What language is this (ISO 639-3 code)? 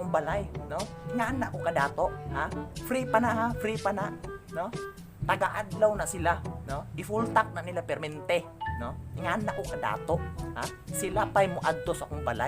ceb